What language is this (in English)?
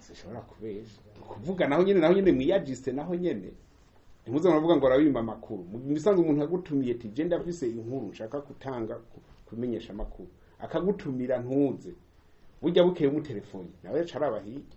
Rundi